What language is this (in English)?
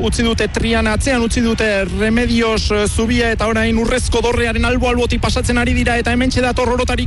Basque